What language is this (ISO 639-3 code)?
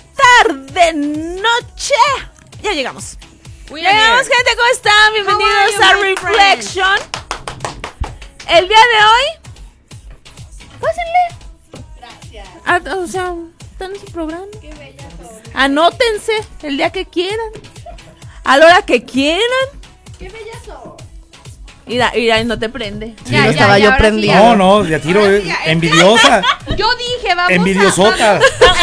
spa